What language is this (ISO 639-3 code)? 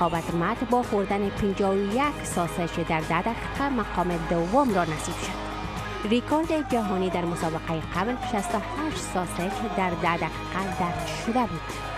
fas